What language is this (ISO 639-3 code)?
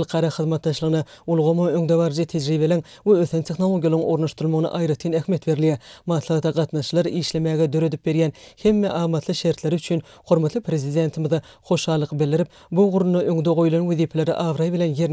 tuk